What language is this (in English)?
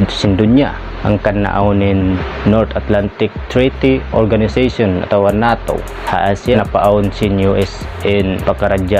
Tausug